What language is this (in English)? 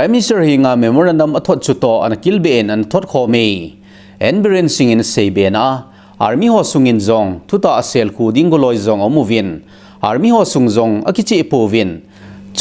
Thado Chin